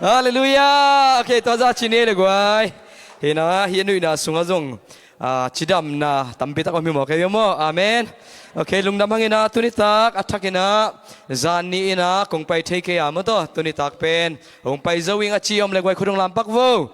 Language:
Tedim Chin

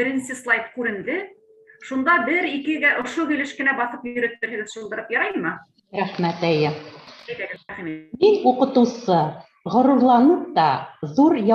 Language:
Bashkir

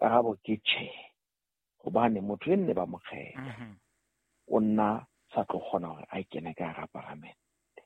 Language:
Southern Sotho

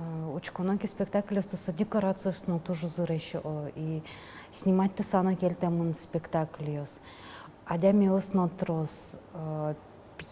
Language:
Udmurt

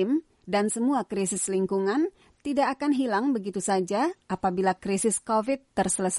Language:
Indonesian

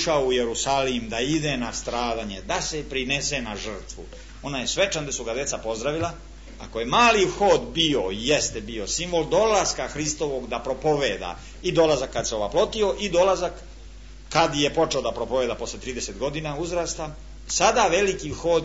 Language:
Serbian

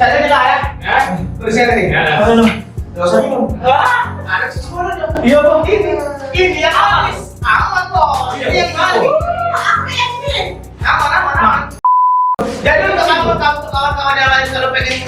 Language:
Musi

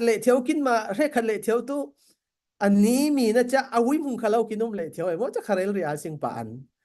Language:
Falam Chin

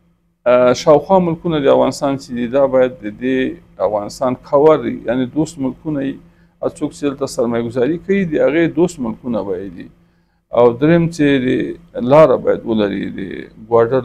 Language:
Pashto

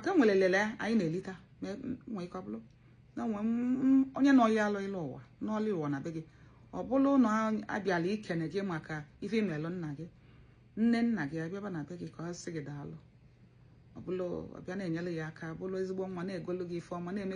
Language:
Igbo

